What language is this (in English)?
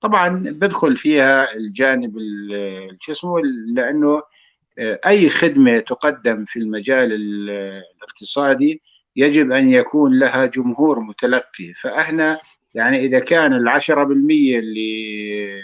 North Levantine Arabic